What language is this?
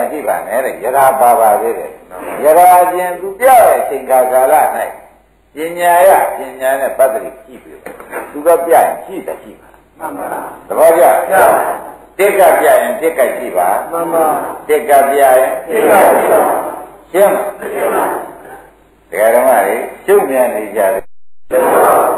Burmese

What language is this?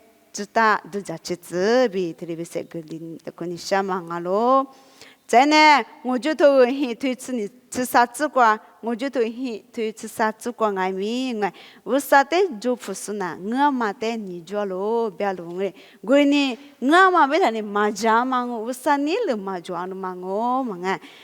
Lisu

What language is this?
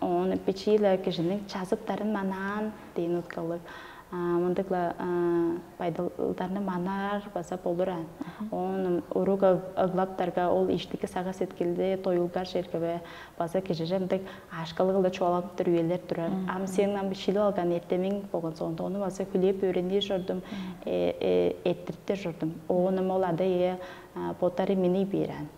Tuvinian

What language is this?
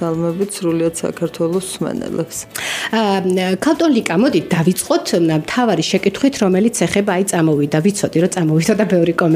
Georgian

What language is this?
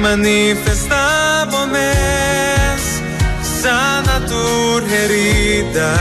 Papiamento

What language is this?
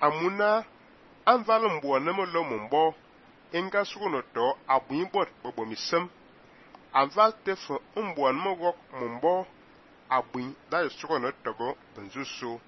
Fang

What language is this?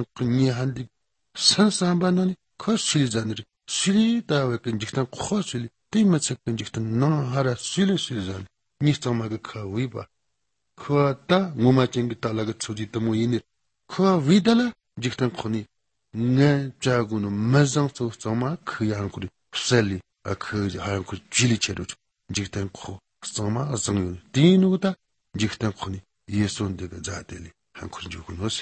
Latvian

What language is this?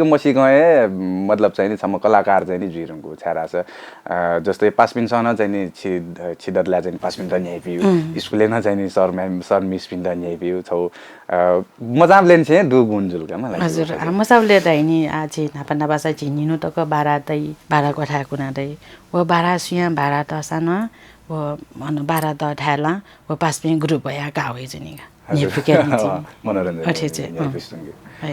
Newari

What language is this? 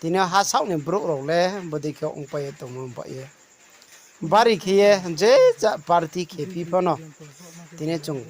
Riang (India)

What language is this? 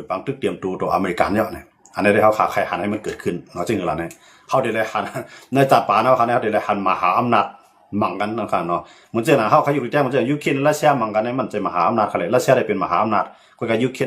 Shan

